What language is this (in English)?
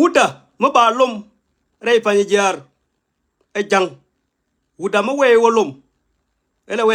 Nuer